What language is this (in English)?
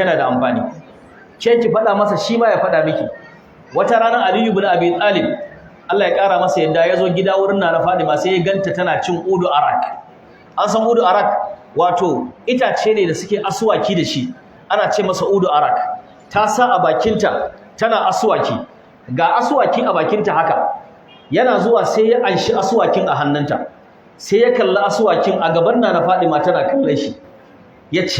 Hausa